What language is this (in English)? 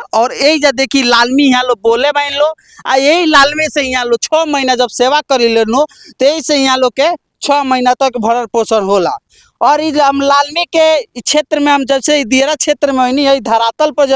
Bhojpuri